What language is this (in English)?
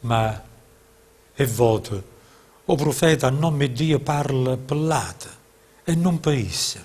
Neapolitan